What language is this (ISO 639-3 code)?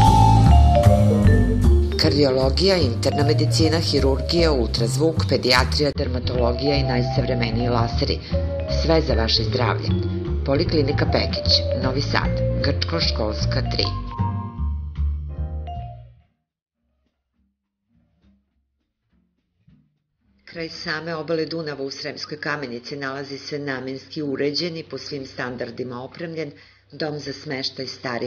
srp